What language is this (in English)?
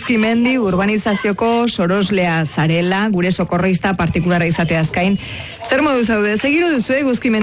Basque